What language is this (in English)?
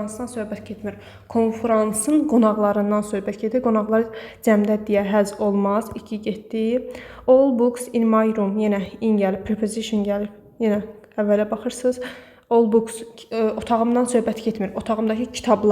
Azerbaijani